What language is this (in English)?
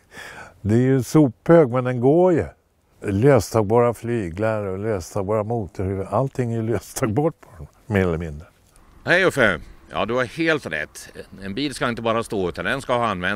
Swedish